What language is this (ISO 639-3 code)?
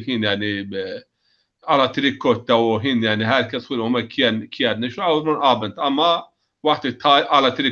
zza